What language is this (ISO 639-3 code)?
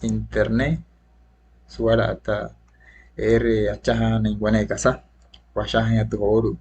guc